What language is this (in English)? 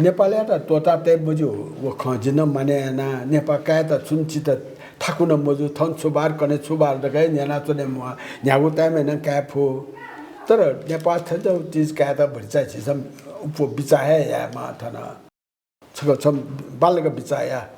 Newari